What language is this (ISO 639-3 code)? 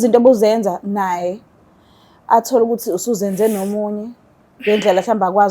zul